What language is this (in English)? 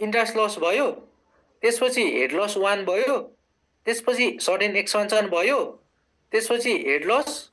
Nepali